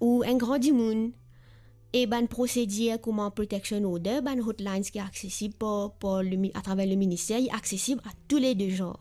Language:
Morisyen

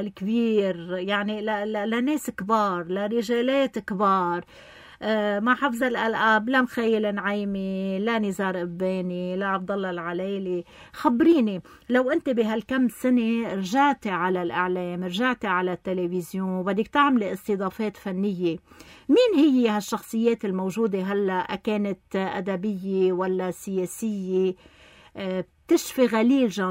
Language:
North Levantine Arabic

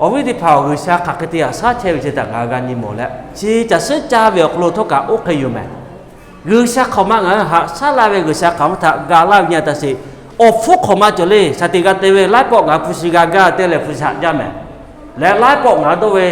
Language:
Lahu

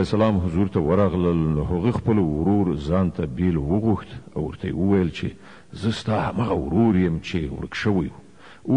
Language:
Pashto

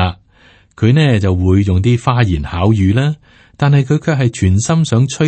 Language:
Cantonese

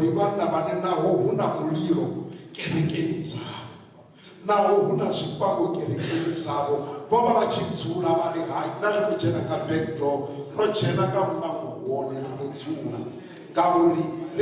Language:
Venda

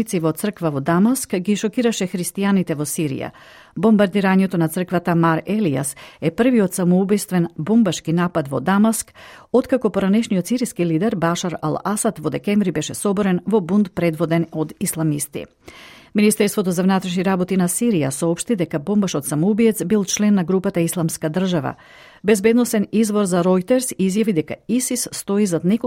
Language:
Macedonian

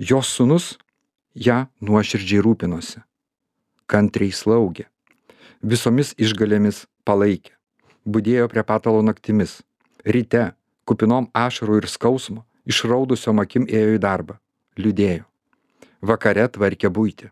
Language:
Lithuanian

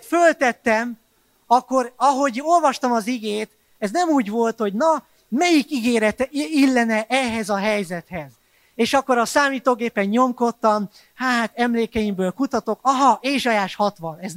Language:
Hungarian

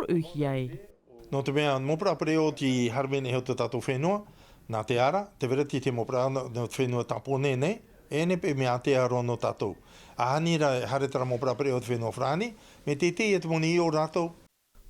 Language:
Tahitian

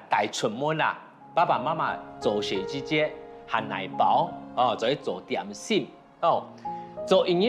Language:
Hakka Chinese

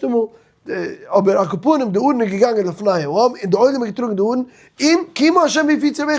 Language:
Yiddish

